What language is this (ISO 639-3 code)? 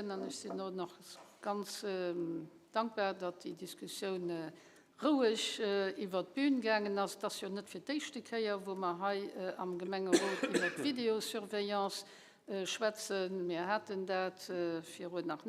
ltz